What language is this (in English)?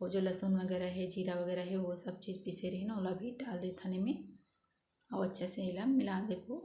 Chhattisgarhi